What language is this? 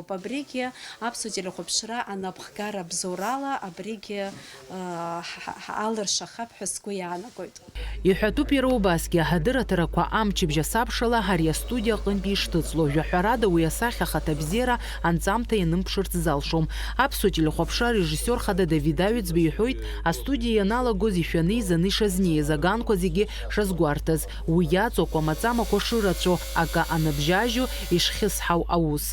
Abkhazian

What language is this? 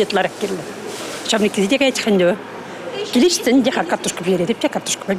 Chuvash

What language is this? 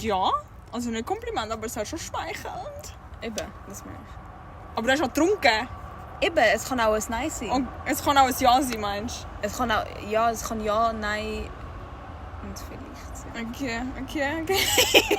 Swiss German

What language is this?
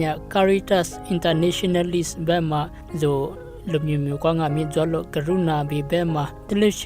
Lisu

